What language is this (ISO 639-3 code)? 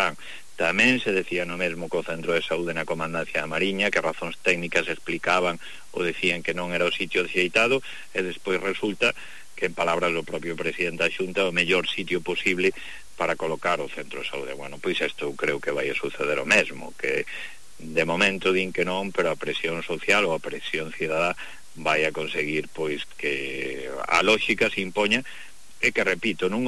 glg